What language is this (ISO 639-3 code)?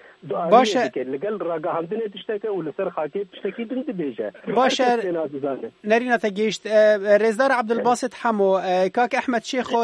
kur